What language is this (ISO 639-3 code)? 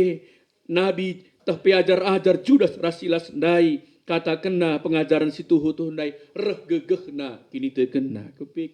btx